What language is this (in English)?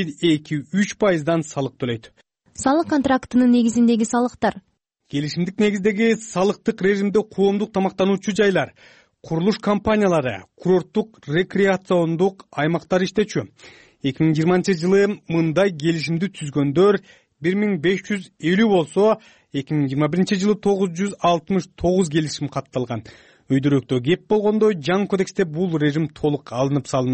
Kyrgyz